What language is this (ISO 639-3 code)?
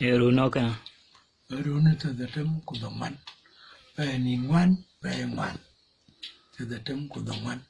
din